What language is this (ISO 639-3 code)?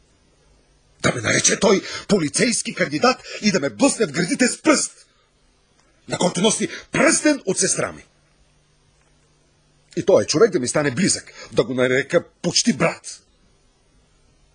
bul